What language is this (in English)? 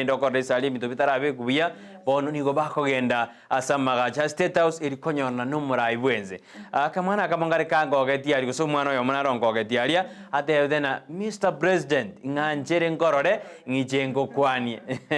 Gusii